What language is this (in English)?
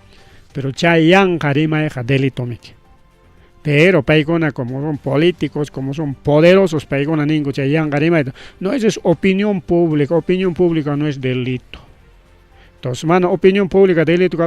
Ayacucho Quechua